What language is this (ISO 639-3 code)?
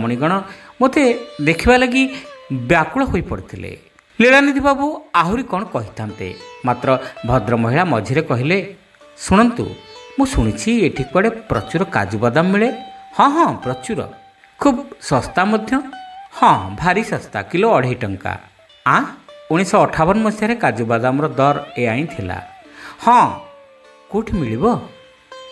ori